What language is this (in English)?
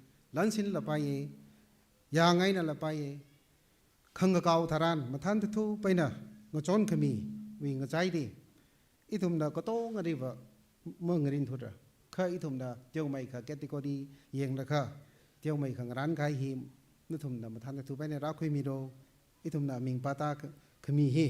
Tangkhul Naga (India)